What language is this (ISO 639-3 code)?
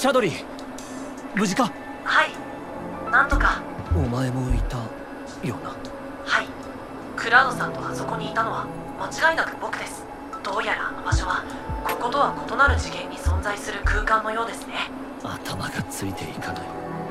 jpn